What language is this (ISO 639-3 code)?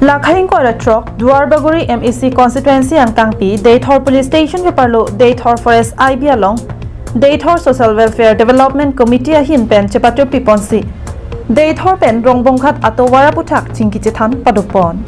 mjw